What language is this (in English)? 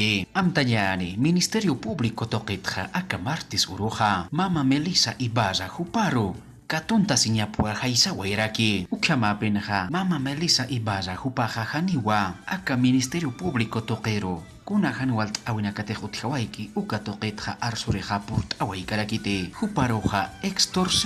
Aymara